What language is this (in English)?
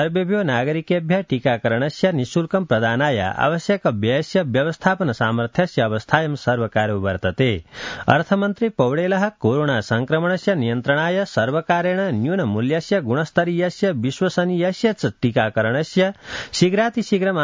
Sanskrit